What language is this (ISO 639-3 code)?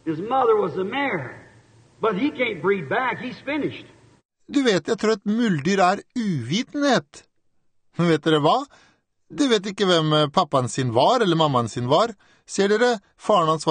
nor